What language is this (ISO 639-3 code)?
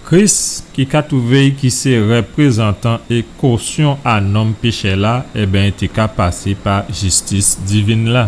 gcf